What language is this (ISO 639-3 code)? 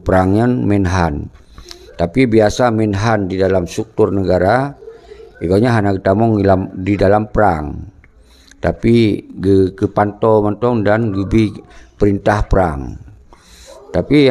ace